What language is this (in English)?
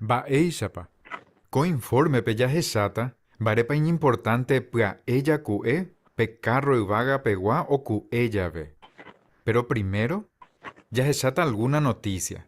Guarani